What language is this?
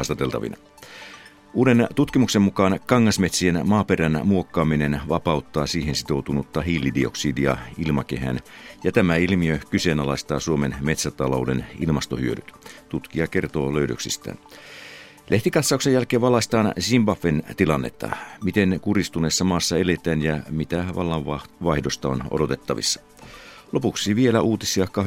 Finnish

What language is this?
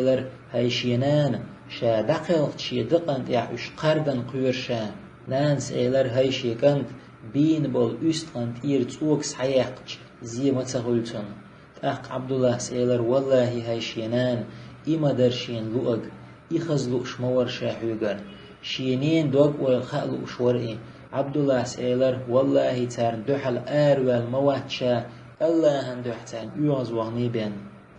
Chechen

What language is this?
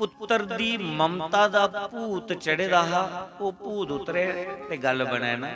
Dogri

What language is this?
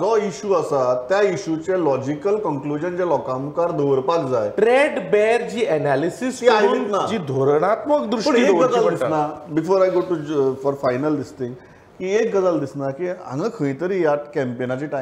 Konkani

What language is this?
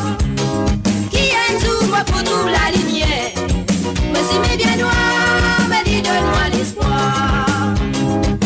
Morisyen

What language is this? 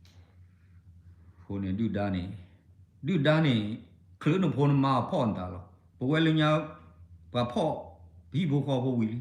S'gaw Karen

